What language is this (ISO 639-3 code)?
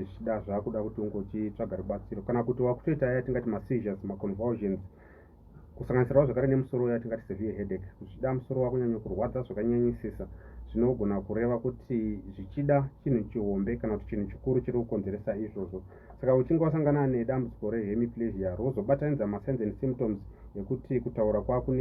sna